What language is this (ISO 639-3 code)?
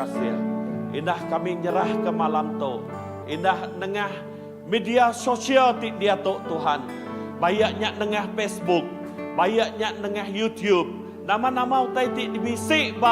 iba